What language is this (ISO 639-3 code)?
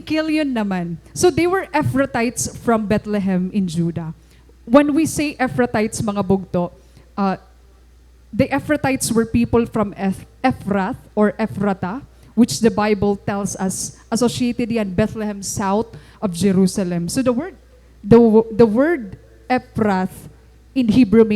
war